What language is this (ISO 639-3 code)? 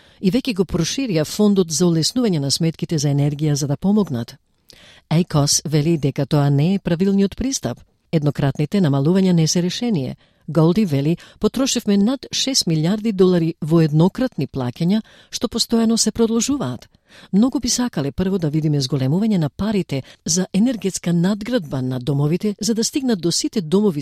mkd